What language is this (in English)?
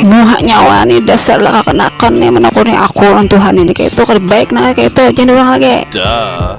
Banjar